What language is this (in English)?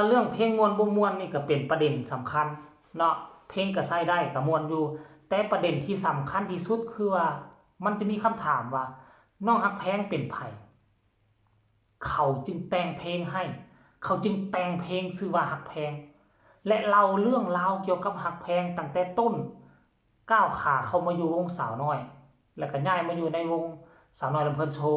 Northeastern Thai